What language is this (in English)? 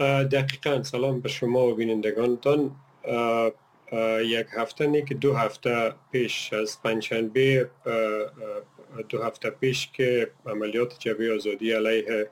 Persian